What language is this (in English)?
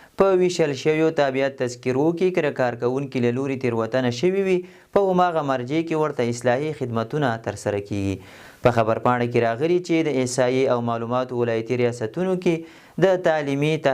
Pashto